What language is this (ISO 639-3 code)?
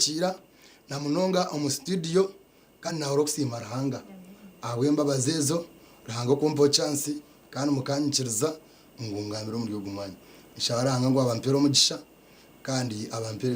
nyn